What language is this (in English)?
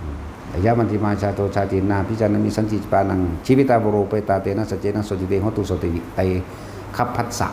Northeastern Thai